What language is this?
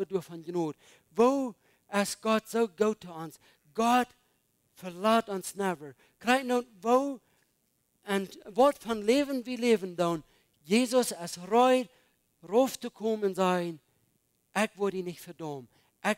Plautdietsch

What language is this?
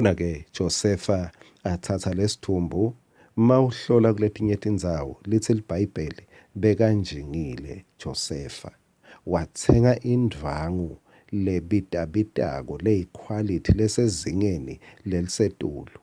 Swati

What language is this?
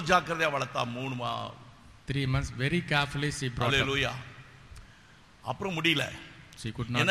Tamil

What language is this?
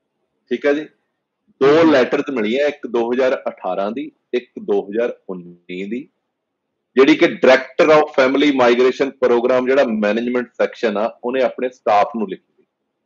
Punjabi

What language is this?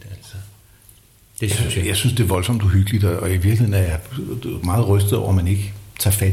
Danish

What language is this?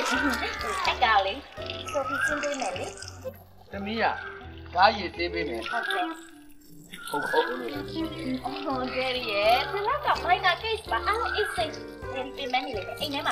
Burmese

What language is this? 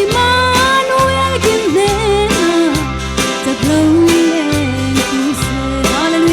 Falam Chin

